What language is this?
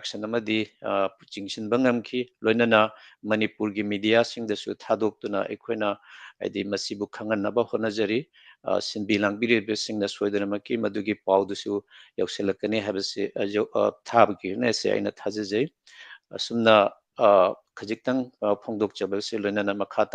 Manipuri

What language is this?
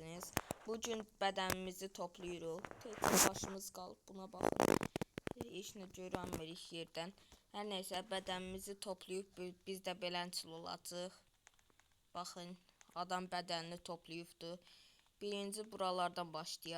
Azerbaijani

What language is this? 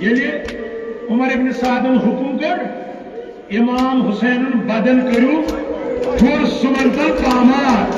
Kashmiri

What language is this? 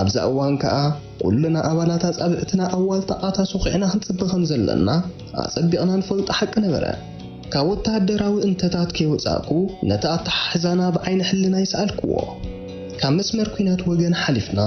Tigrinya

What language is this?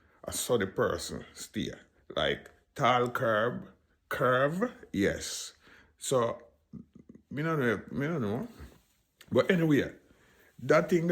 Jamaican Creole English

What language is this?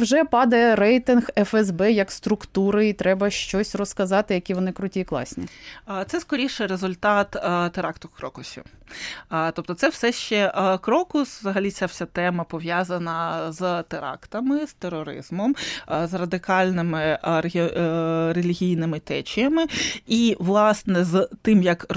Ukrainian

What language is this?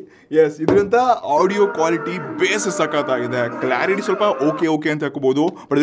Kannada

